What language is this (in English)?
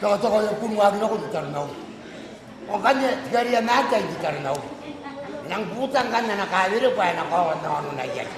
Gilbertese